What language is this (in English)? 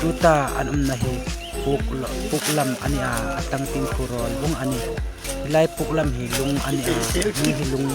Hmar